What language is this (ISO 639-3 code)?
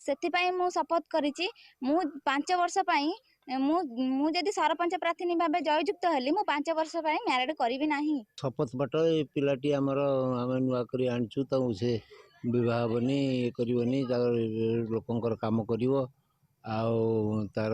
ori